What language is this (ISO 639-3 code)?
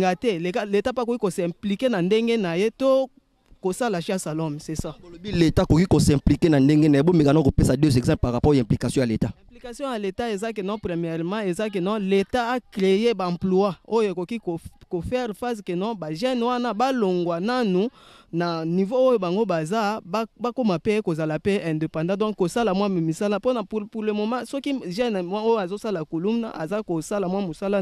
lin